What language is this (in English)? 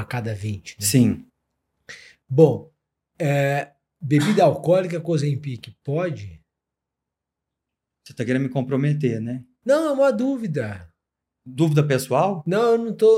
Portuguese